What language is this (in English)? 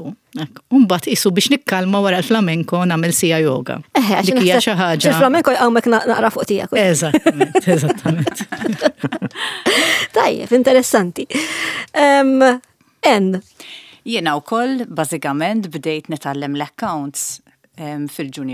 Maltese